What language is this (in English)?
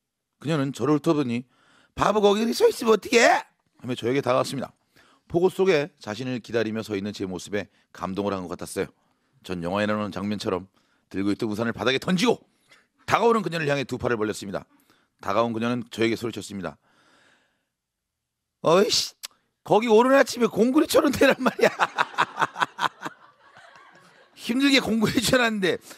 Korean